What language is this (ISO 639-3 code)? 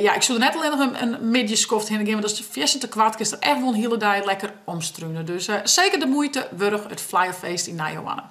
fry